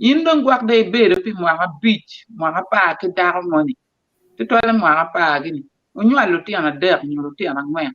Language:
Acoli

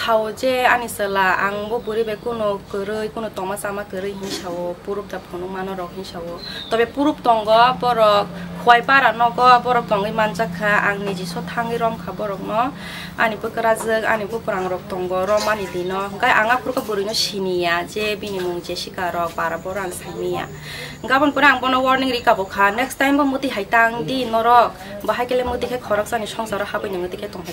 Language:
Kok Borok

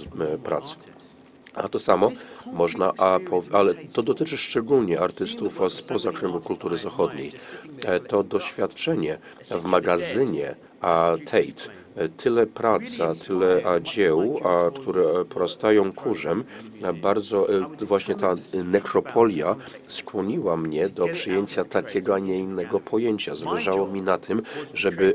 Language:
Polish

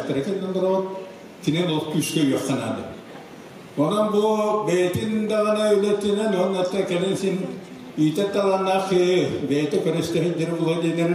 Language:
Yakut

